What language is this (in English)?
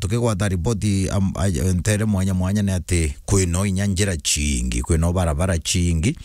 Meru